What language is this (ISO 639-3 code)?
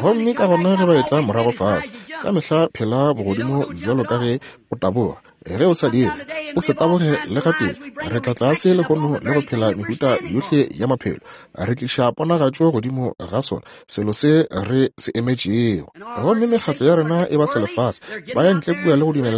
nso